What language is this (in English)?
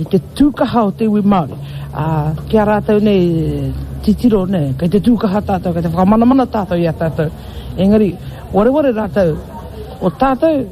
Māori